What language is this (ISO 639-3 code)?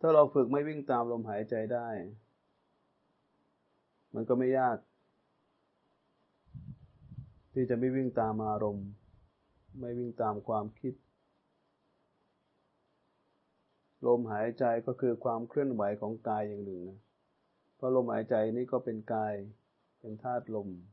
tha